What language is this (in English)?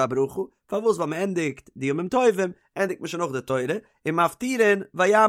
Yiddish